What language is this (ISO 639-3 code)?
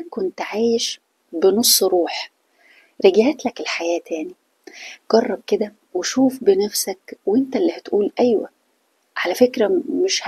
arz